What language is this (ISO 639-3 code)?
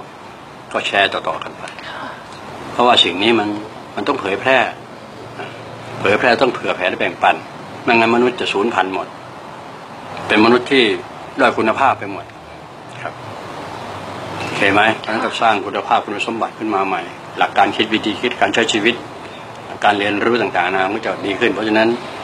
tha